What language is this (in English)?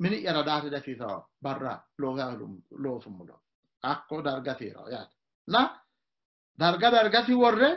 Sidamo